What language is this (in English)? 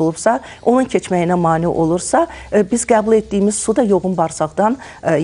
Azerbaijani